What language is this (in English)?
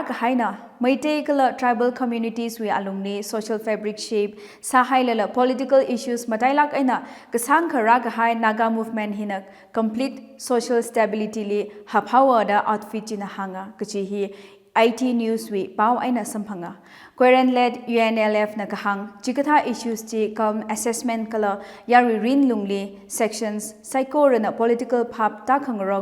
Tangkhul Naga (India)